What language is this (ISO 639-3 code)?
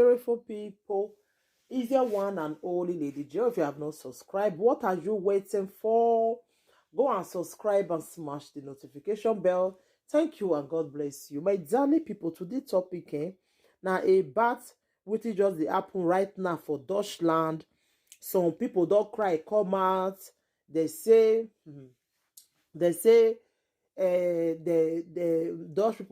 pcm